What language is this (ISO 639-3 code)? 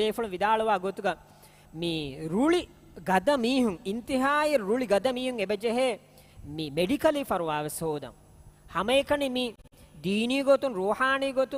div